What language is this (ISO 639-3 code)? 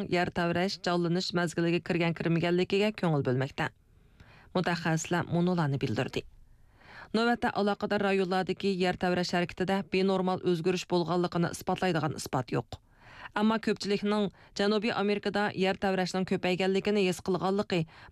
uig